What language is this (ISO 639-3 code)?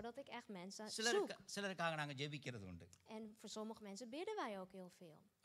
nld